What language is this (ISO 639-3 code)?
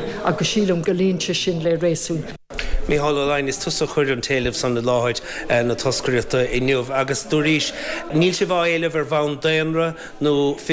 gle